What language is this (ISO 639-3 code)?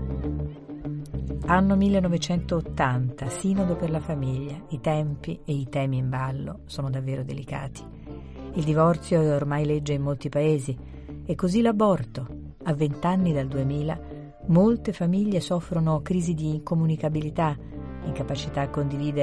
ita